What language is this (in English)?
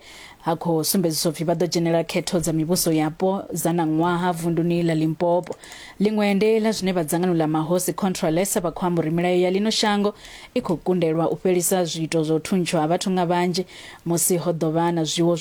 Venda